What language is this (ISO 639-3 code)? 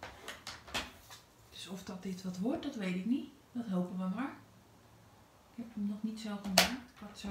nld